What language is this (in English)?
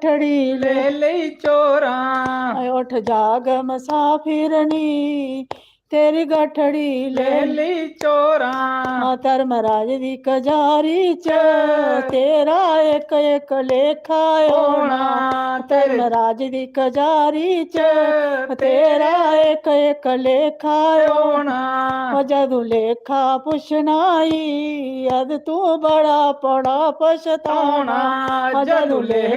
Dogri